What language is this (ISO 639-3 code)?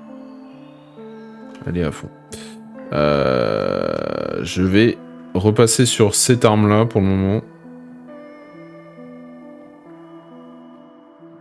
fra